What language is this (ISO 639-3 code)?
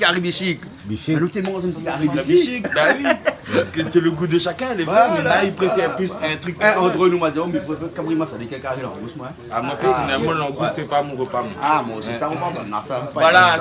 rcf